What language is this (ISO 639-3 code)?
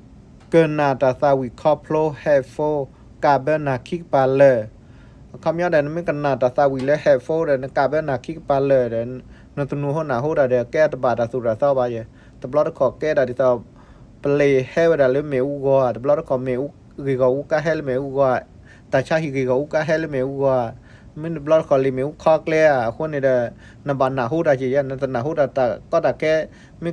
ksw